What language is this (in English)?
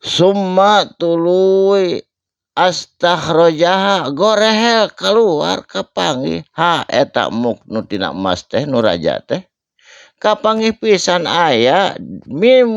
Sundanese